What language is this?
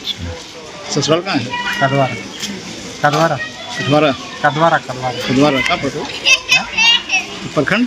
Santali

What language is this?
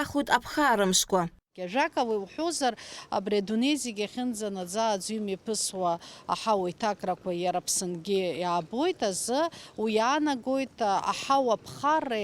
Abkhazian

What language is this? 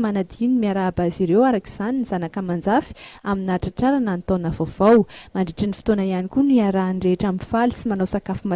Malagasy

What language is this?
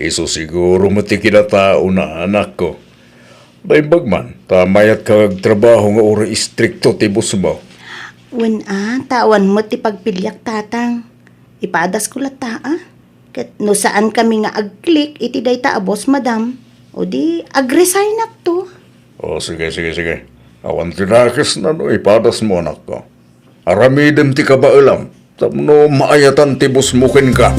Iloko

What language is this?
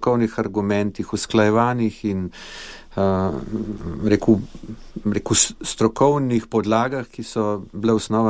Slovenian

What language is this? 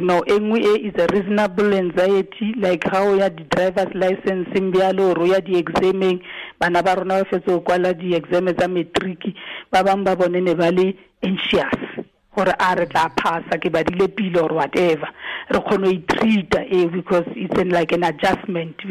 Tswana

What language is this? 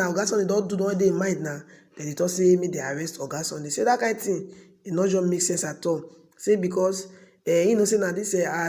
Nigerian Pidgin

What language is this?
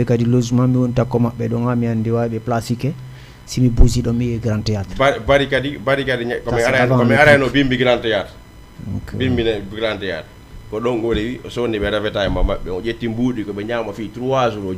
Fula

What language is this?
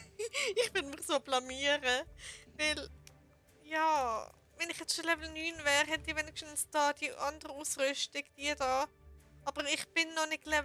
Swiss German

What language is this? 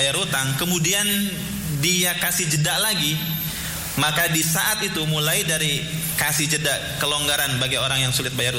Indonesian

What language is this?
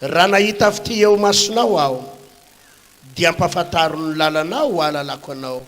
Malagasy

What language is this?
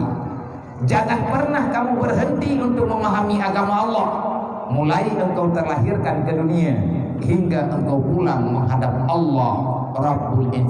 Achinese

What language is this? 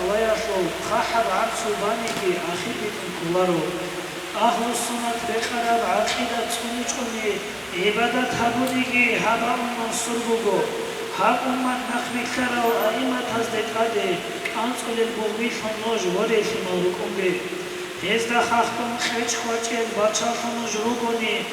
Avaric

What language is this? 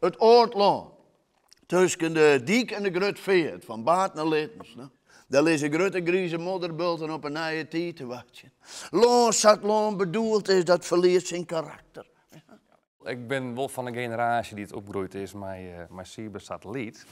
Western Frisian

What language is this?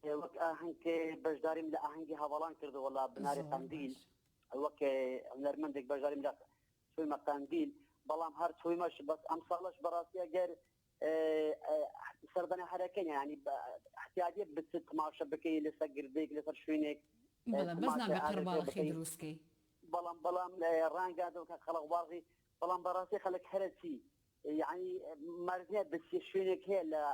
Central Kurdish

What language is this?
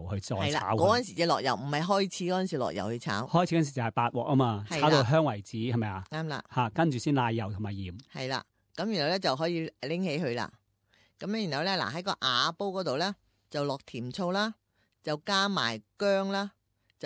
Cantonese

